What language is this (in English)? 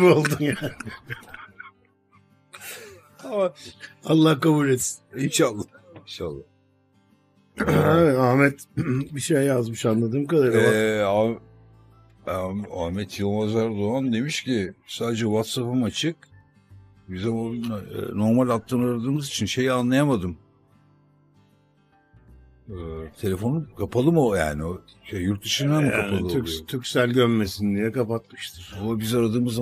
Turkish